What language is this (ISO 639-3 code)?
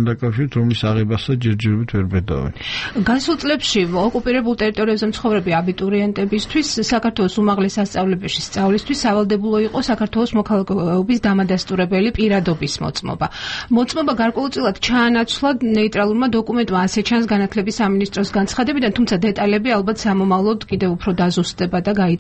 kat